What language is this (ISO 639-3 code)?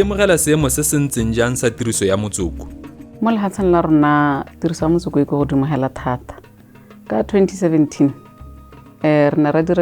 tsn